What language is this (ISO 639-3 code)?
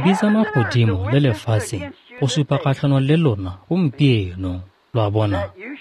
tsn